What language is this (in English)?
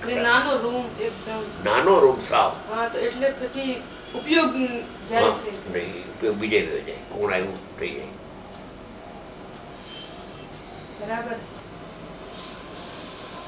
Gujarati